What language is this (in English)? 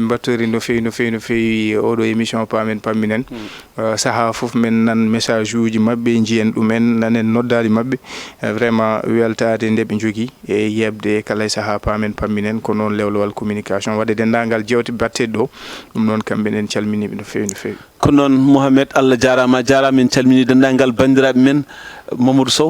Fula